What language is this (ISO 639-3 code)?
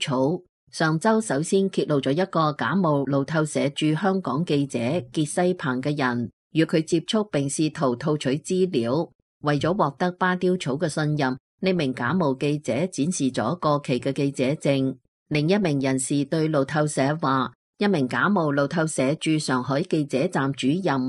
yue